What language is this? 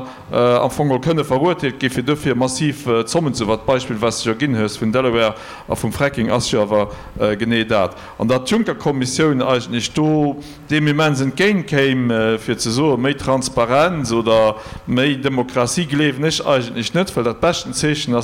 Luxembourgish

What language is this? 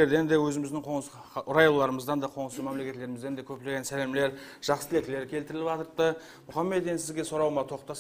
Kara-Kalpak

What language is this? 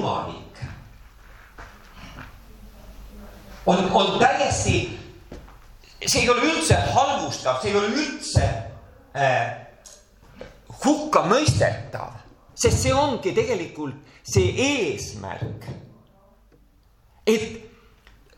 Estonian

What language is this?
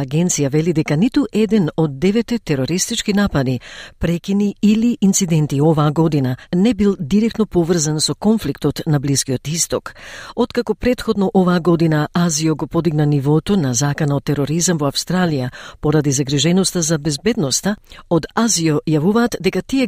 Macedonian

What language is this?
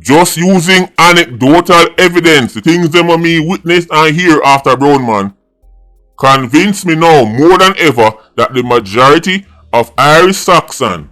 Jamaican Creole English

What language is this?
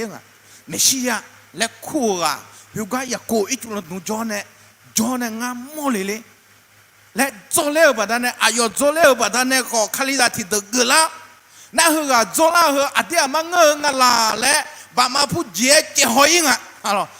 Akha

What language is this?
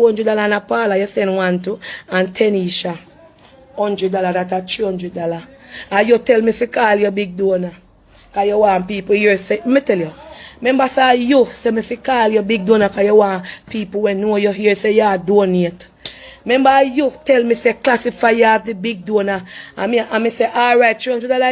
Jamaican Creole English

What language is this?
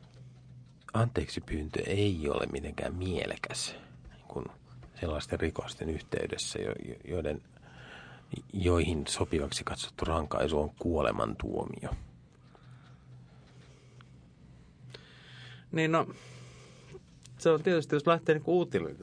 Finnish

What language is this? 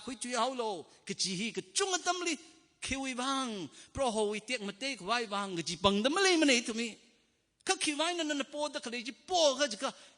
Tangkhul Naga (India)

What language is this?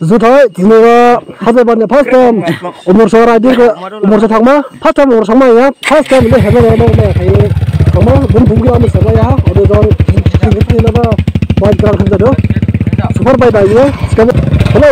Dimasa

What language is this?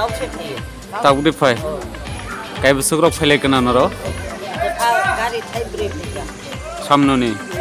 Kok Borok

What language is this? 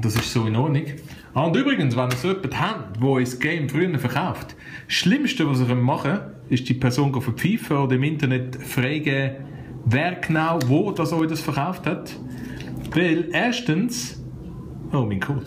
Swiss German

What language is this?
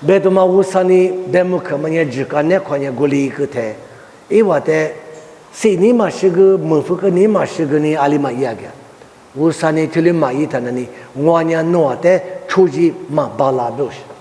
Lisu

